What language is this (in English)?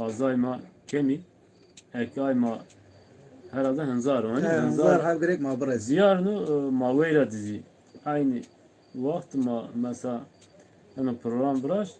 Zaza